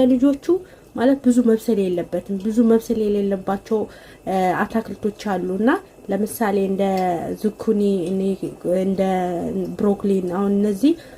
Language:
Amharic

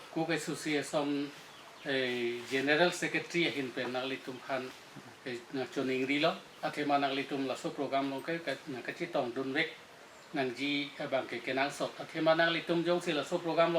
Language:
Karbi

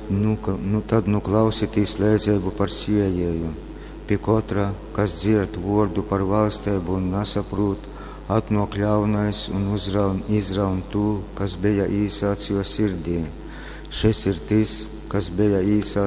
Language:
Latgalian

